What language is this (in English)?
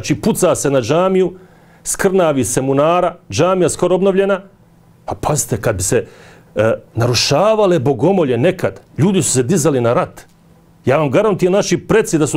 Bosnian